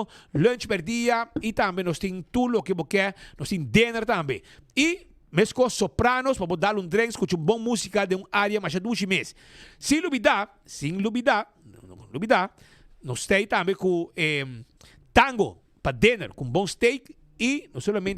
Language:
Papiamento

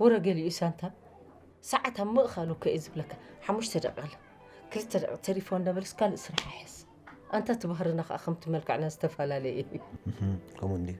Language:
Tigrinya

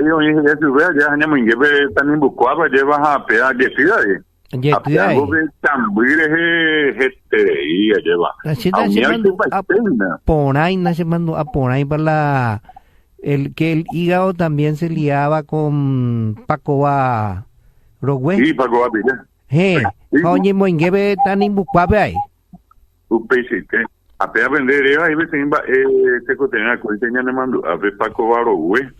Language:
Guarani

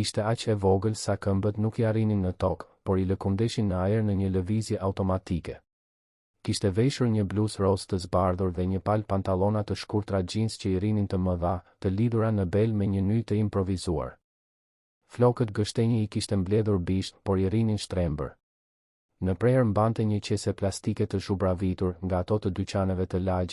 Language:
Albanian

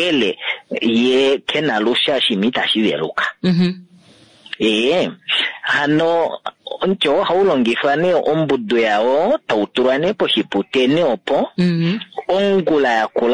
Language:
Kuanyama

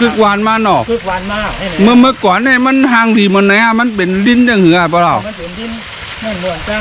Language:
Shan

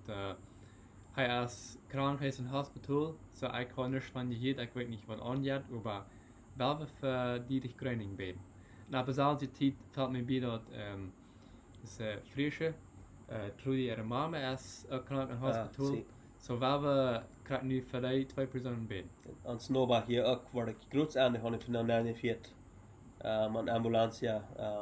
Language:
Plautdietsch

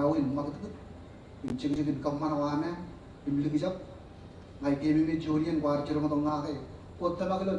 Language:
Marshallese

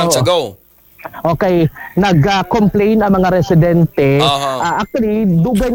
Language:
Cebuano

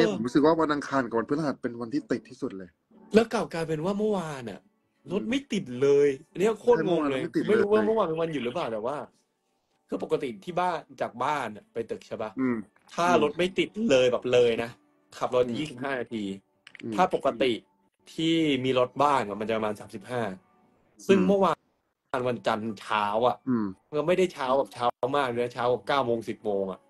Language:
Thai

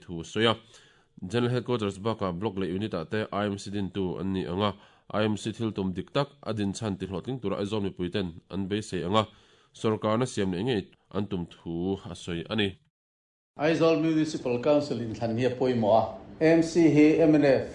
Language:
Mizo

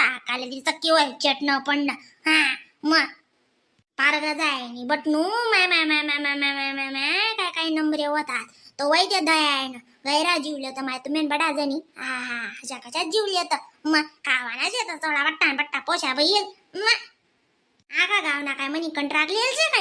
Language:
Khandesi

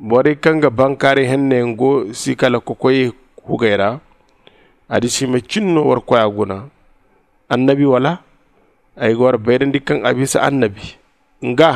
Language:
Zarma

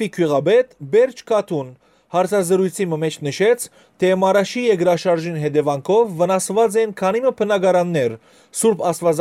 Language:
Western Armenian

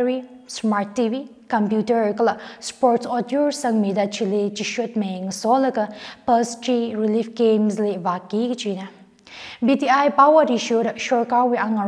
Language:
Tangkhul Naga (India)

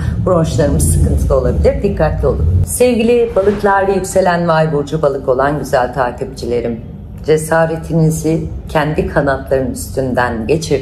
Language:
Turkish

